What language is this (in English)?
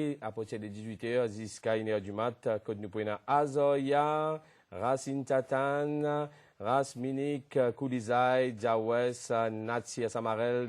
Morisyen